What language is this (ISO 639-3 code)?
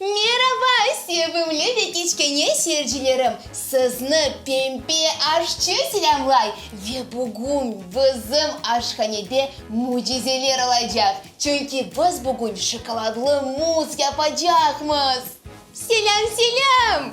crh